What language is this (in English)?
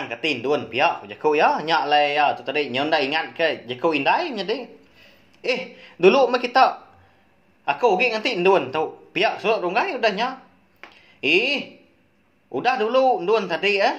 Iban